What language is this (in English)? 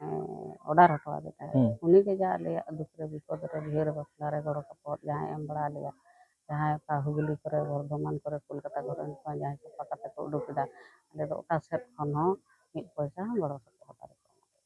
Santali